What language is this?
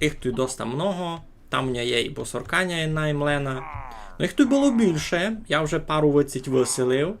Rusyn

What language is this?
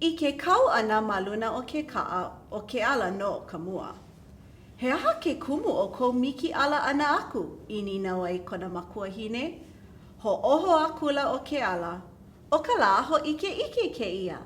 Hawaiian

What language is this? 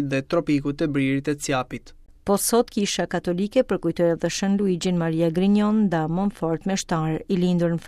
Albanian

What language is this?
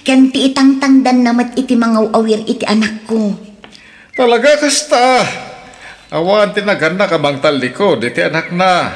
Iloko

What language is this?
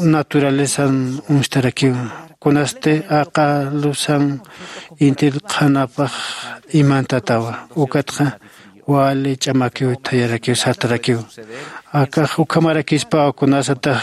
Aymara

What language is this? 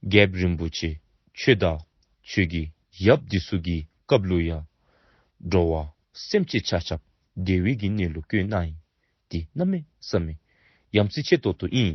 Dzongkha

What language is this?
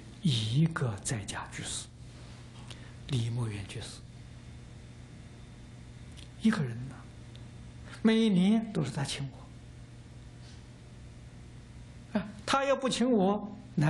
Chinese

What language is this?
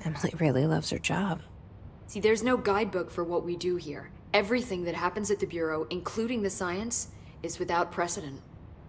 English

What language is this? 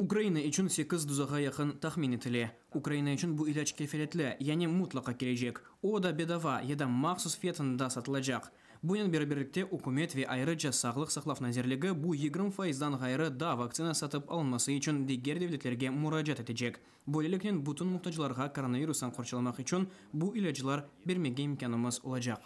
Crimean Tatar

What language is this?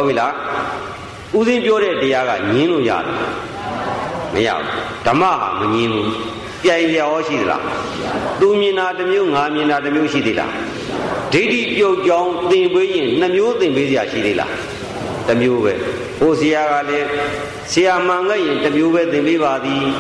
Burmese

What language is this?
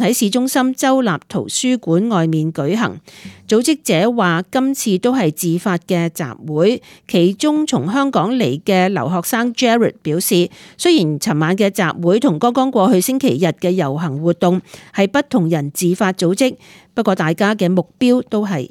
Cantonese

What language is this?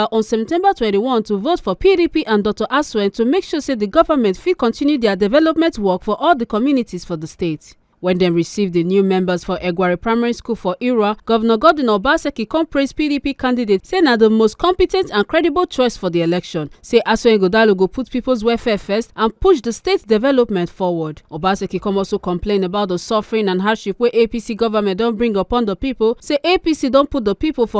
Nigerian Pidgin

